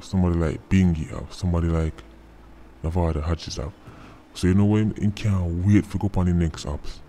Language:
Jamaican Creole English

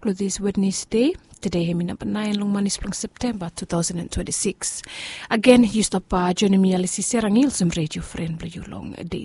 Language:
Bislama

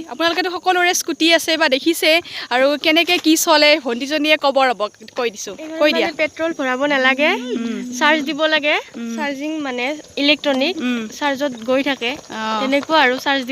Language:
Assamese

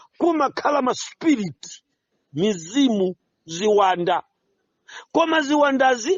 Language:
Nyanja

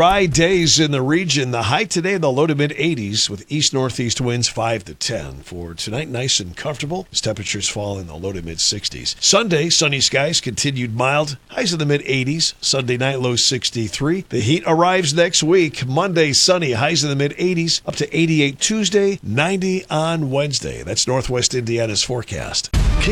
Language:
English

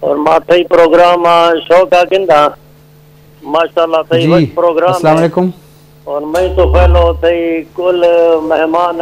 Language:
Eastern Balochi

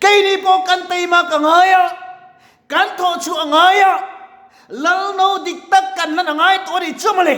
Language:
Mizo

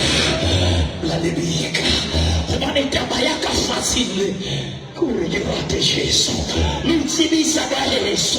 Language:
Southern Sotho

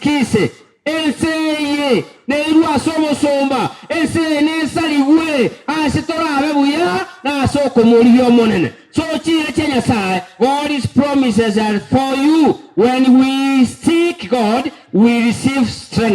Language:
Gusii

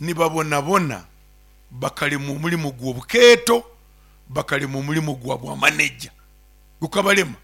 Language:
Nyoro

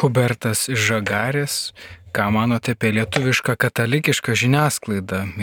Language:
Lithuanian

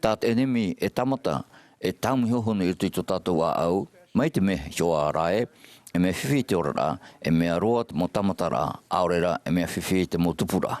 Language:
Tahitian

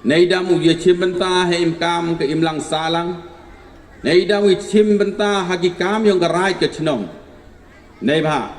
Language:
Pnar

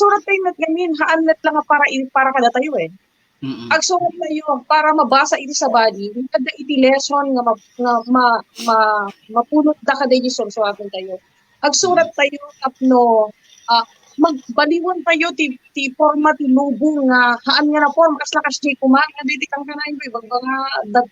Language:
Iloko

